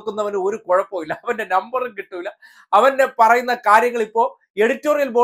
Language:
Malayalam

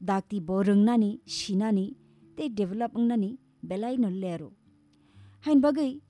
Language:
Kok Borok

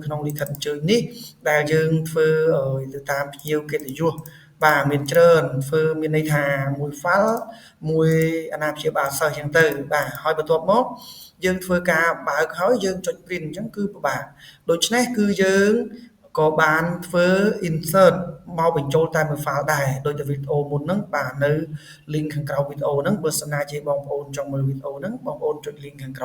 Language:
Khmer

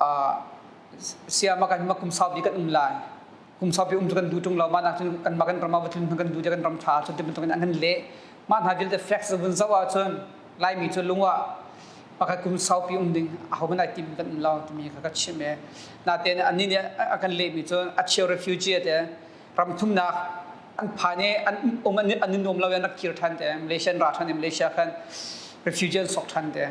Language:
Hakha Chin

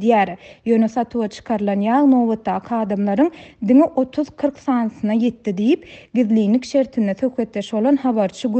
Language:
Turkmen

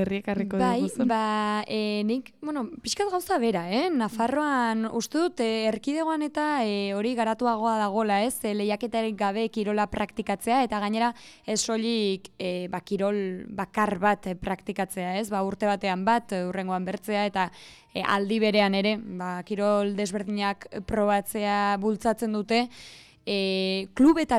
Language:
Basque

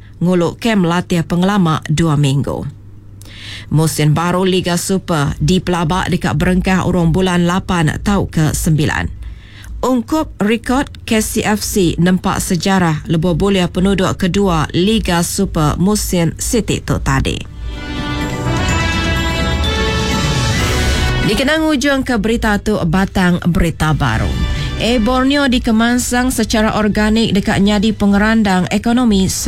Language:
Iban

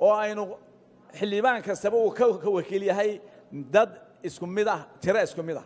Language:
Somali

